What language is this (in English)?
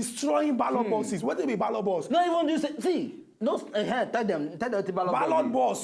Nigerian Pidgin